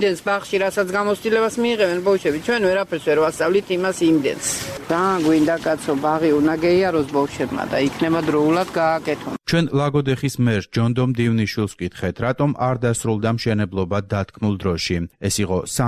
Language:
Georgian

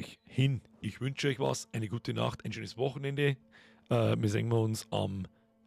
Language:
Bavarian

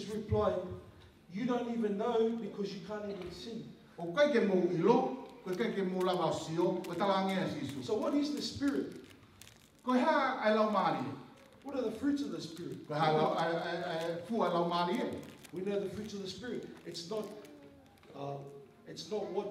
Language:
Tongan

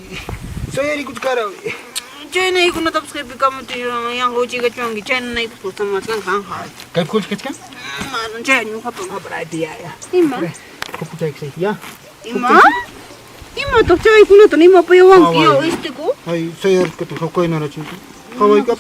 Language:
Ayacucho Quechua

